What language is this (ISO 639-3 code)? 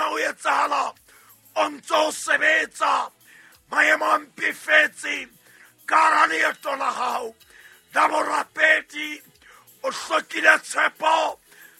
sot